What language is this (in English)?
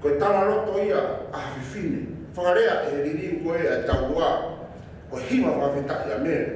Tongan